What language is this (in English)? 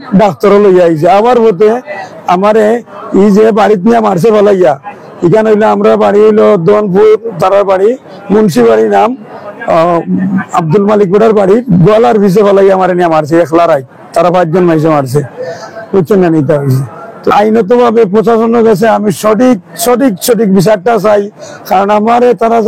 Sylheti